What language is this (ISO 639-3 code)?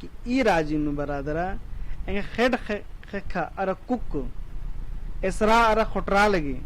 kru